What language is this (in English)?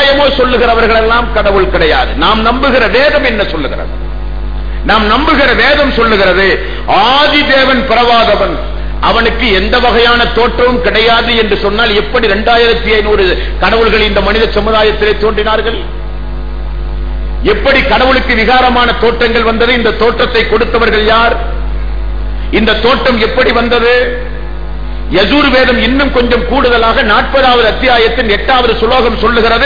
Tamil